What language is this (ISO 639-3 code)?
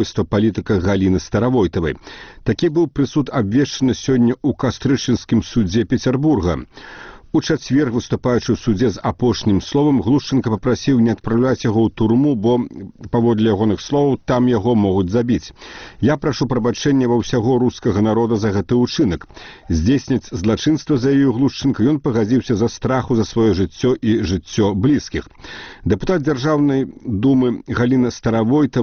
bel